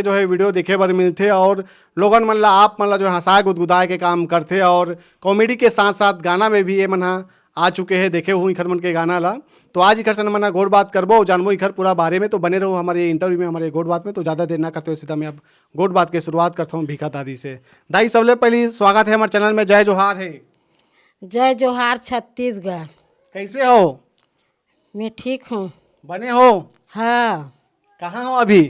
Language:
Chhattisgarhi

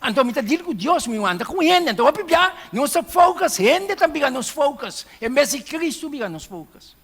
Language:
Papiamento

